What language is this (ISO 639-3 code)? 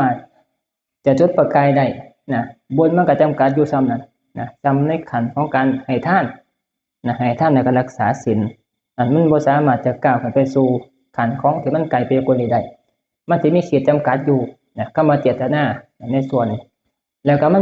tts